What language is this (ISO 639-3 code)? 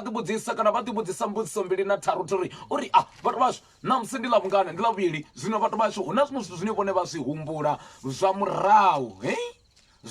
ven